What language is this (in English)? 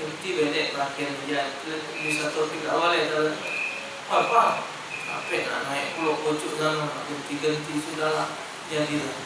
Musi